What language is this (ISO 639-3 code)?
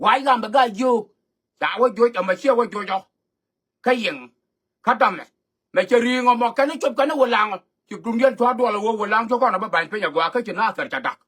nus